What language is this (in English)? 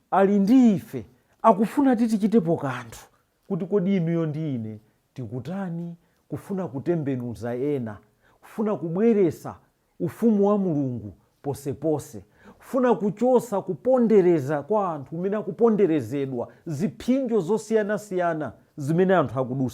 Nyanja